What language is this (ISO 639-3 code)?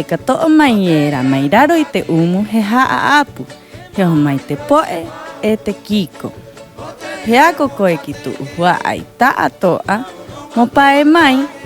rap